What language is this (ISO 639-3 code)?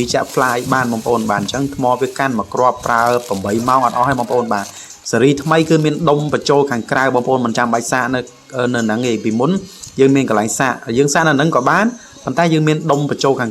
khm